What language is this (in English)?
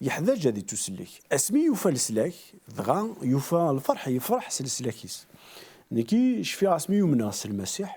Kabyle